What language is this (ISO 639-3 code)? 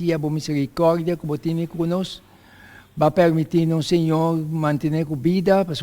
pap